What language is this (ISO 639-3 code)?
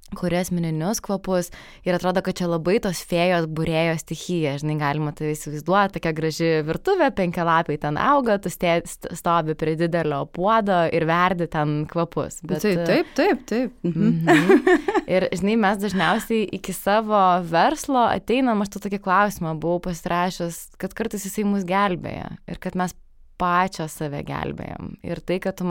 lit